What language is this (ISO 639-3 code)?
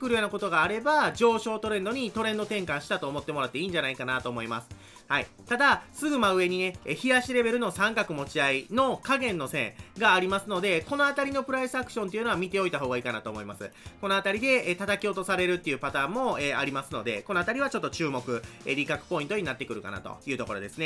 jpn